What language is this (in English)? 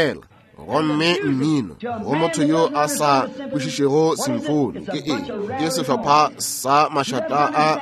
Northern Sotho